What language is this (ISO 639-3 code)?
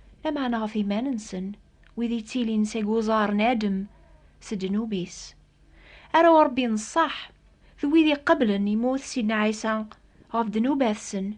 kab